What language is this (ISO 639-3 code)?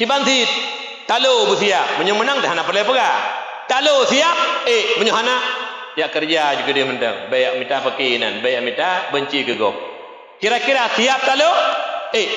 ace